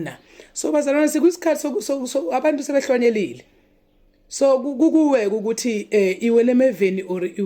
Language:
Zulu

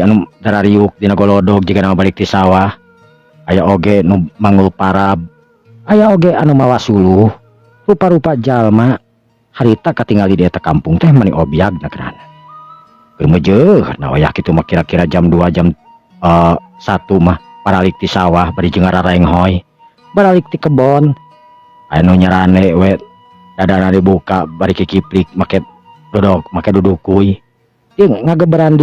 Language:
Sundanese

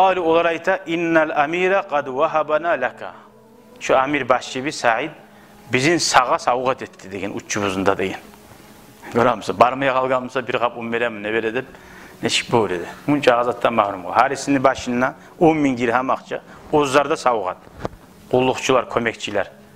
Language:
Kumyk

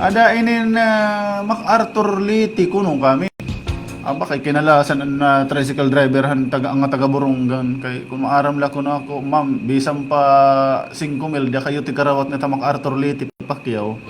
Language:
Waray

